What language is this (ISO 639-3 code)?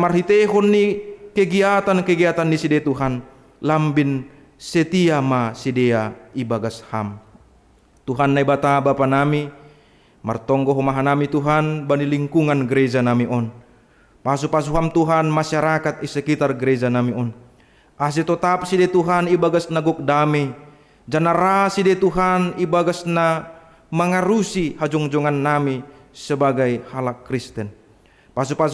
bts